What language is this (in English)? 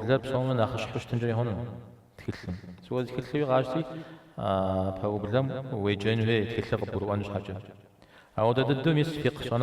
Kabardian